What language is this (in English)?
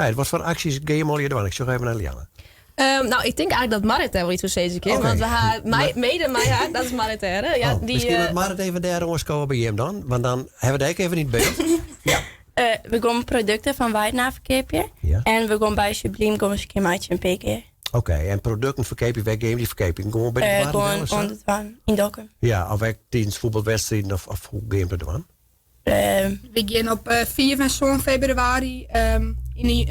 Western Frisian